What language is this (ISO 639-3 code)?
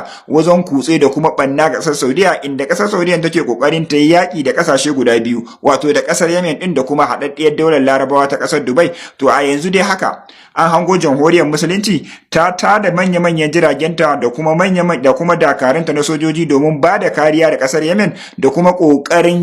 hau